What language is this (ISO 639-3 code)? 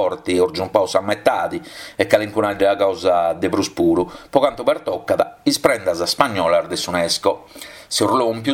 srd